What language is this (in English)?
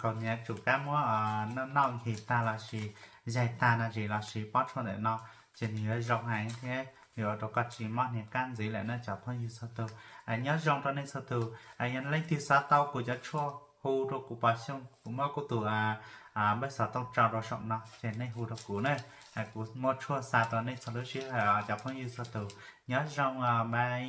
Hmong